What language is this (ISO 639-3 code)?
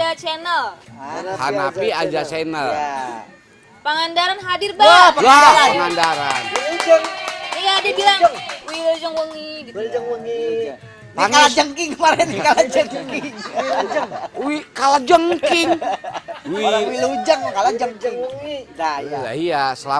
bew